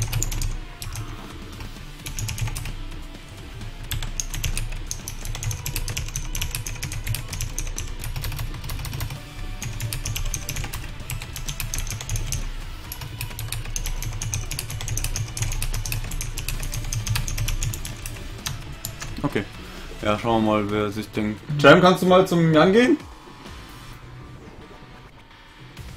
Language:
German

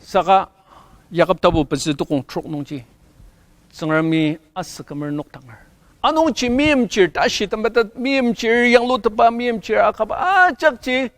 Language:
Ao Naga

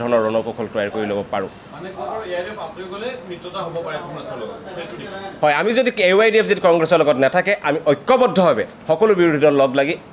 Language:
Assamese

